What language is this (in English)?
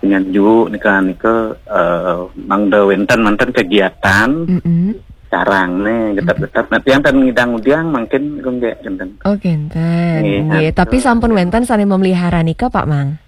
Balinese